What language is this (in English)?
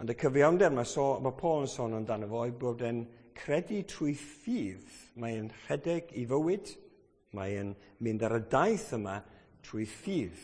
Welsh